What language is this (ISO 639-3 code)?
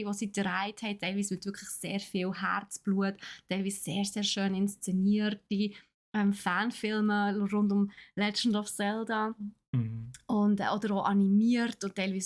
gsw